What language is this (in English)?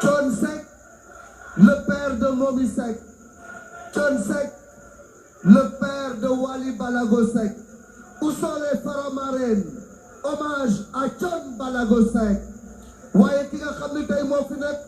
Wolof